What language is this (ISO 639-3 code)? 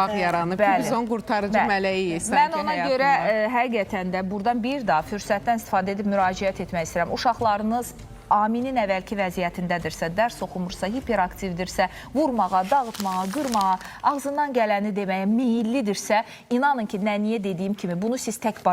aze